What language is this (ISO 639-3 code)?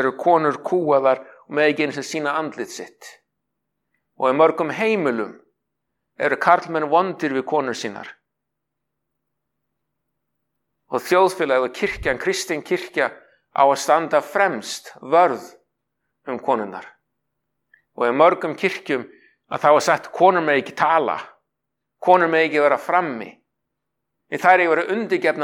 isl